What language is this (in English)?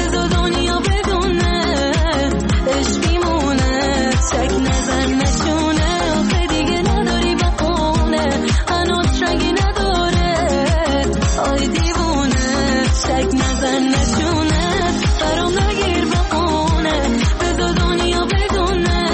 Persian